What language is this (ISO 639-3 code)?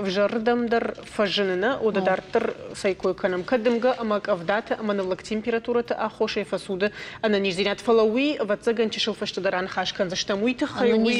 oss